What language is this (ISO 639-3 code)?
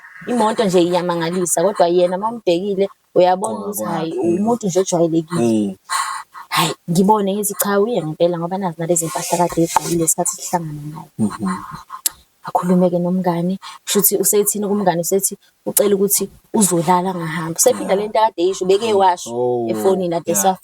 zul